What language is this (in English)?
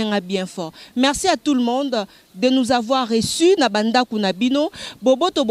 Lingala